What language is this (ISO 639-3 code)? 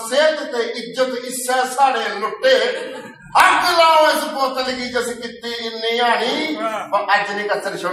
doi